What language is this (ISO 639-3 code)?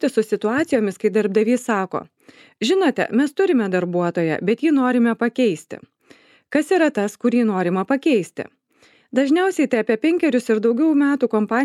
lit